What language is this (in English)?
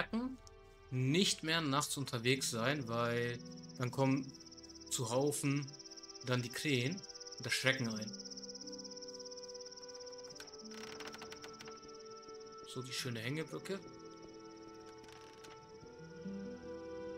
German